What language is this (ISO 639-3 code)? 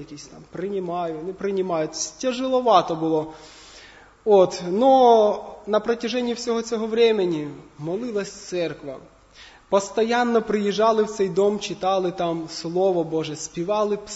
ukr